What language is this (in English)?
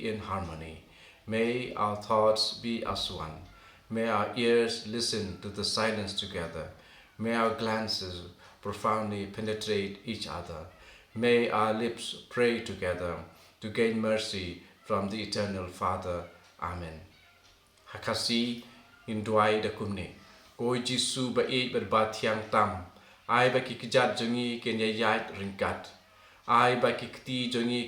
Khasi